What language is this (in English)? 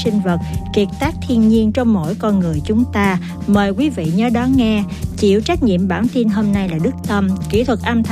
Vietnamese